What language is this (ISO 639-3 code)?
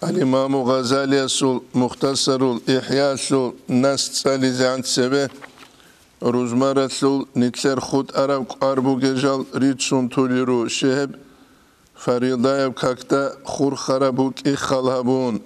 ava